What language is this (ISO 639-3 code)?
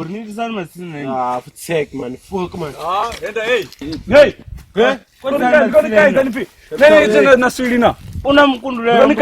ven